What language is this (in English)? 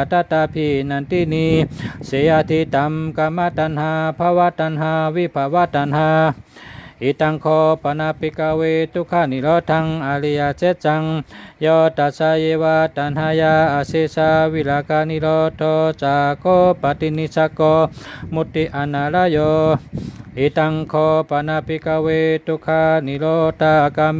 Shan